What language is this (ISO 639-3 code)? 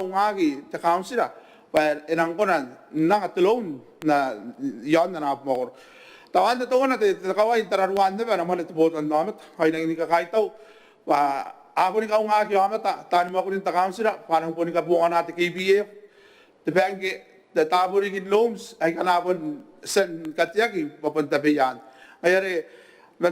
gil